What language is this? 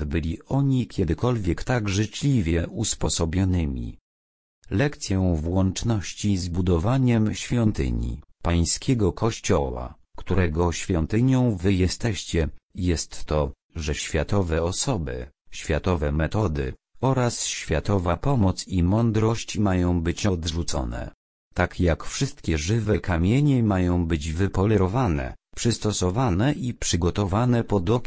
Polish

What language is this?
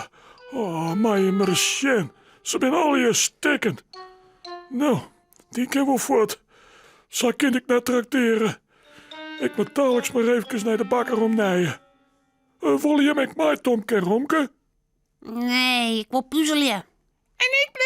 Western Frisian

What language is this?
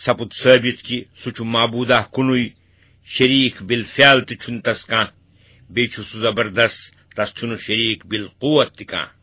Kashmiri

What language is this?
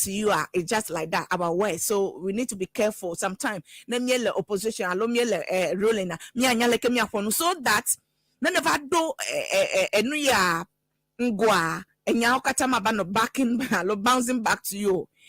Ewe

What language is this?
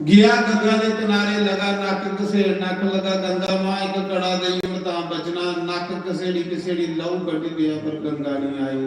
Dogri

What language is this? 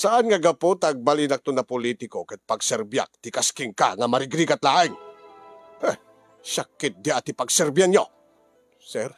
Iloko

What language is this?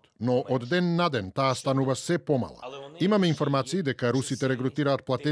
Macedonian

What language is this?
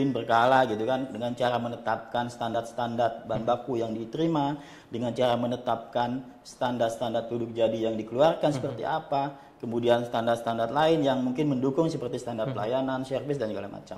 Indonesian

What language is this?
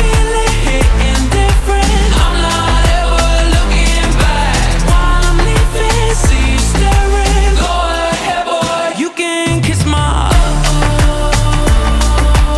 English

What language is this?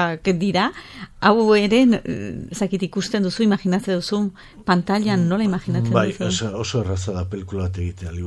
Basque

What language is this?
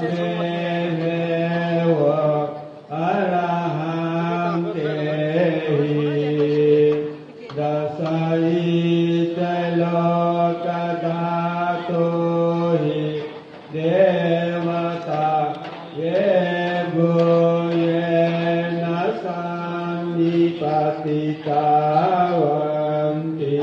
Pali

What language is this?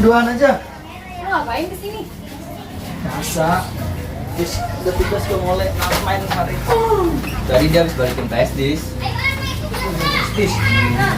Betawi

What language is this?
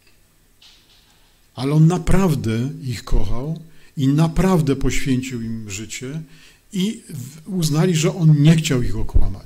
Polish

